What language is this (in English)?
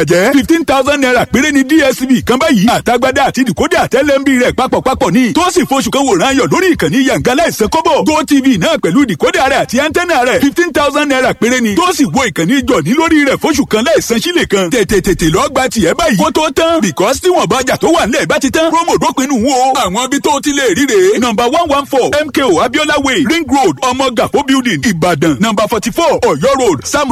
Yoruba